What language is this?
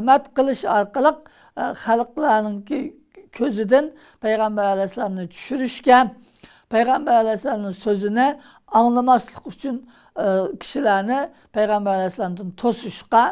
Uyghur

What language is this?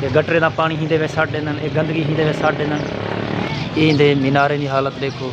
Saraiki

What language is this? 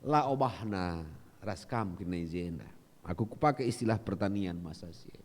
Batak Karo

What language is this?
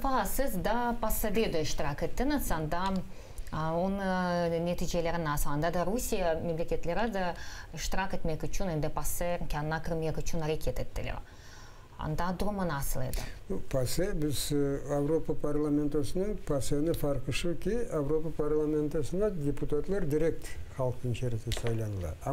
Crimean Tatar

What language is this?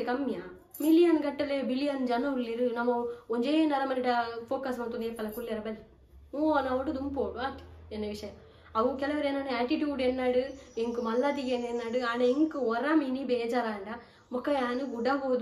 Tulu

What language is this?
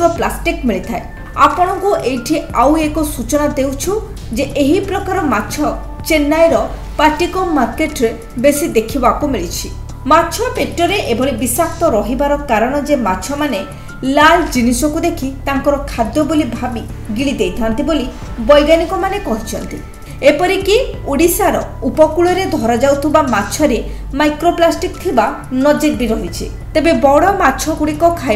Odia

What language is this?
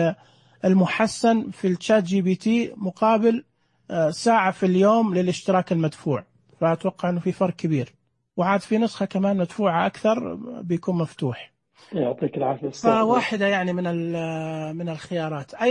Najdi Arabic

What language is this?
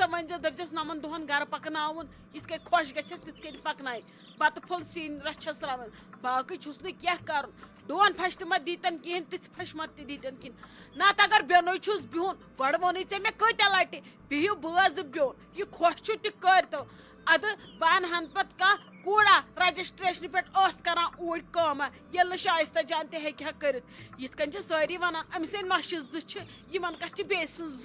Kashmiri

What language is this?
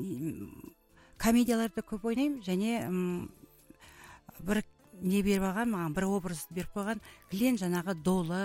Kazakh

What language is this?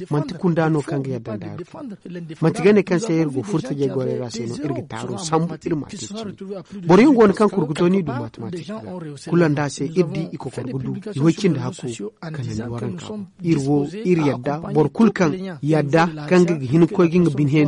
Zarma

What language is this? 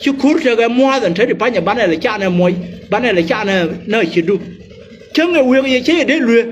Nuer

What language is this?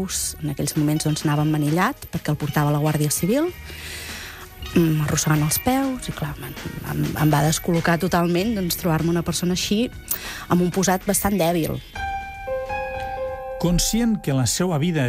Catalan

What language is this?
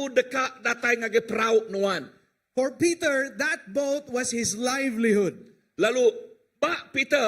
Iban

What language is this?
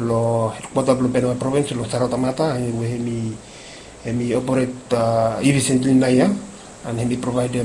Bislama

